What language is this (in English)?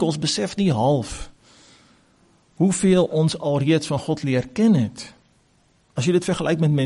Afrikaans